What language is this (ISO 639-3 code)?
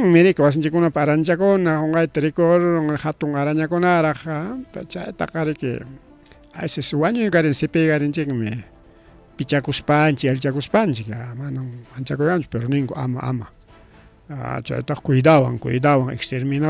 quy